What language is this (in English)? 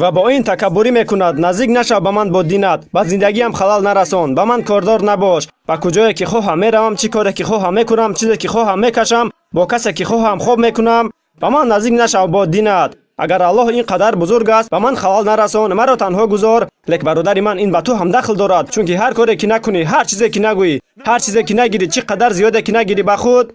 Tajik